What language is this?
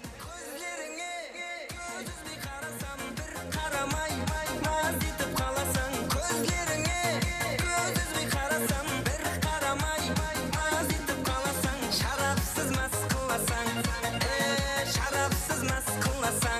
Kara-Kalpak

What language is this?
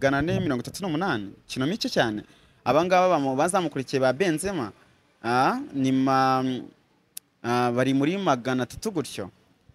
Kinyarwanda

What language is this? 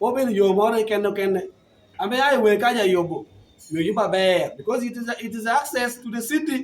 Lango (Uganda)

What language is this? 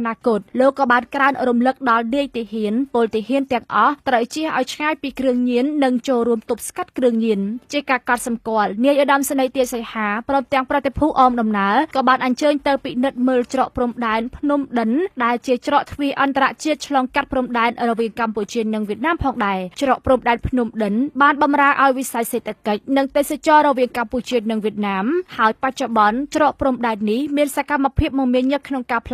Khmer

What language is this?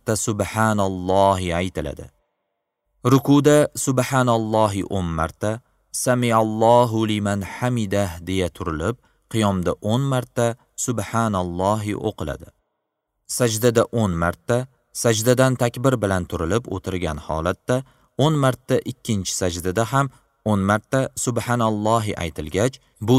Uzbek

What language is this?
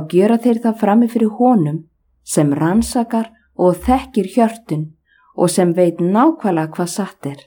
Icelandic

